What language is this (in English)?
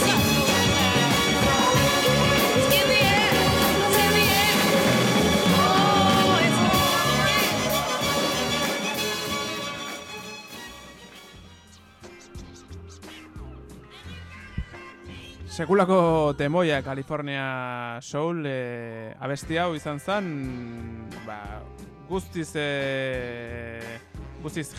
Basque